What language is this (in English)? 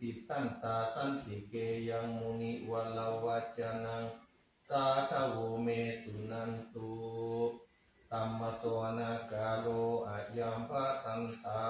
Pali